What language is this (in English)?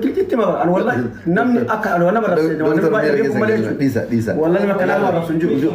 Oromo